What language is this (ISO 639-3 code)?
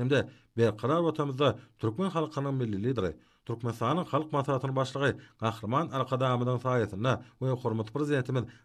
tuk